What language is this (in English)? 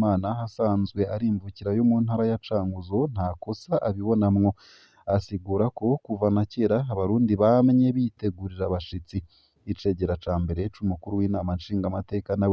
Rundi